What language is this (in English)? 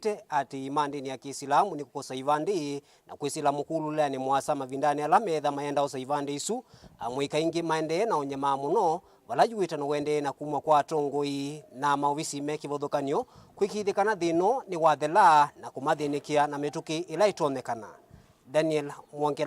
Kamba